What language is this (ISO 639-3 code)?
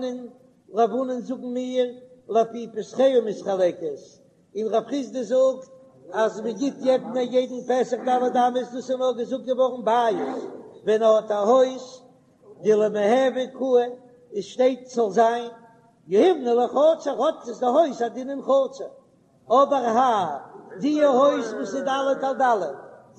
yid